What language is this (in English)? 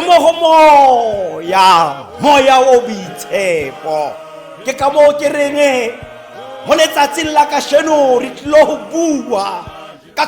Tswana